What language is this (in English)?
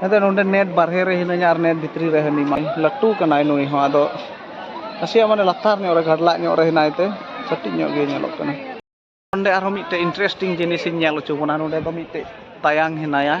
Santali